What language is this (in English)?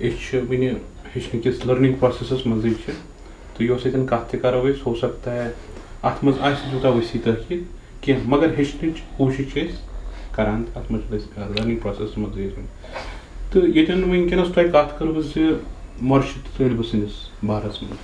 Kashmiri